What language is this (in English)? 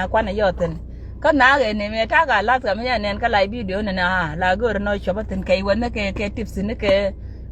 Nuer